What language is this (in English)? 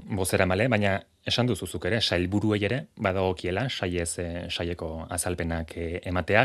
Basque